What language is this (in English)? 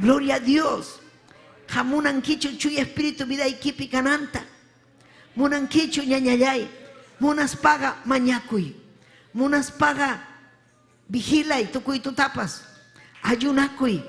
Ayacucho Quechua